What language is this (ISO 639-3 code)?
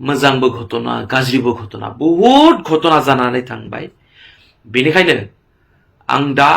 brx